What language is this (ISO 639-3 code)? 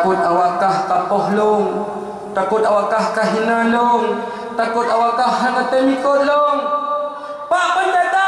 ace